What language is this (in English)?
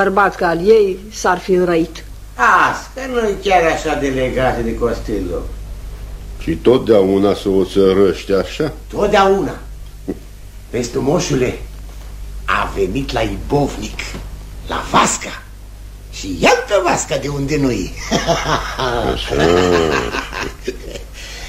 Romanian